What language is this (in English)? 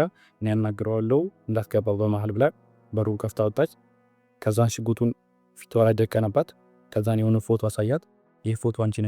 Amharic